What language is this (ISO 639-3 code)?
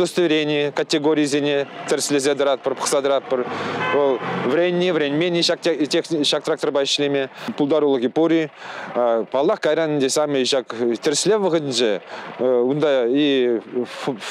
chv